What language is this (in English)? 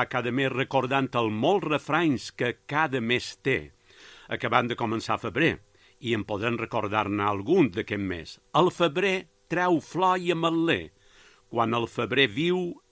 Catalan